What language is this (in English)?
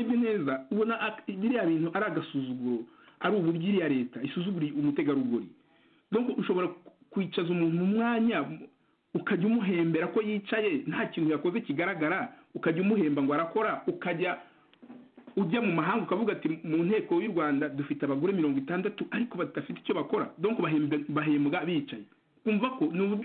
Kinyarwanda